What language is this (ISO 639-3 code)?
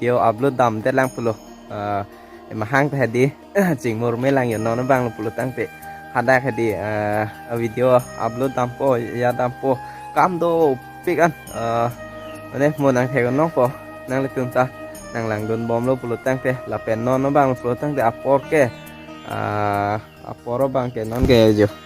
mjw